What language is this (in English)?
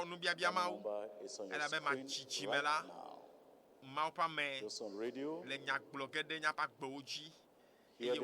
Ewe